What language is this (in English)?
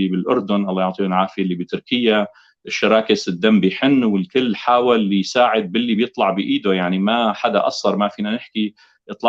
North Levantine Arabic